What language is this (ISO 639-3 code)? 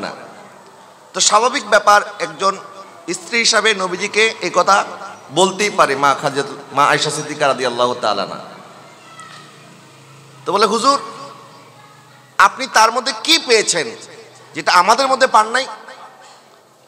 ben